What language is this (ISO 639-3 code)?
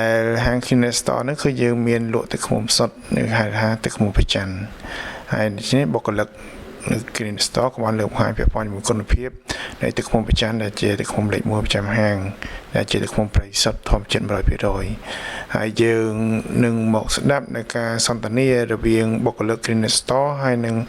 khm